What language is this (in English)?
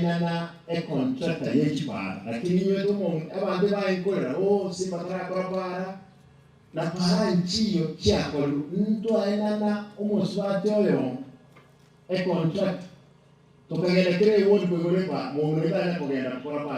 Gusii